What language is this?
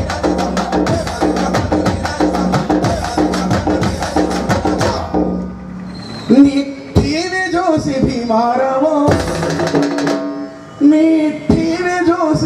Telugu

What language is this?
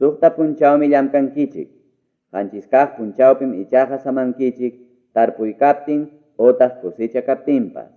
Ayacucho Quechua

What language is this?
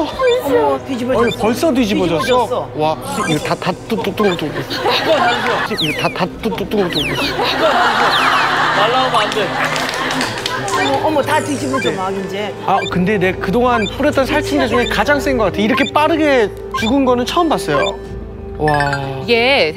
Korean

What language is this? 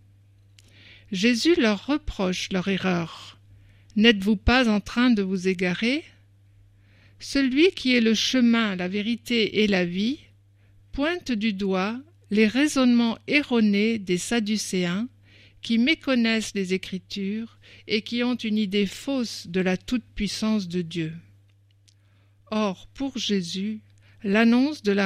French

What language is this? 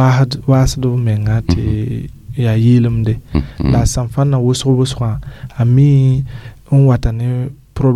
Mossi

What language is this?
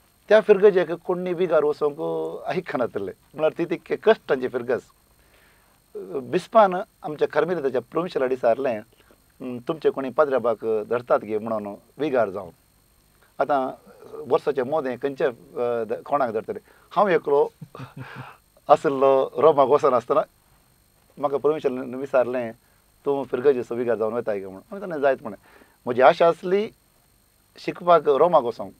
Konkani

